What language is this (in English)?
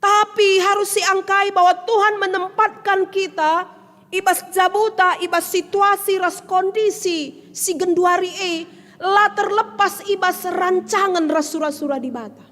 Batak Karo